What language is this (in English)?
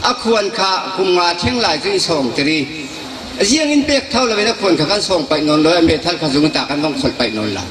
Falam Chin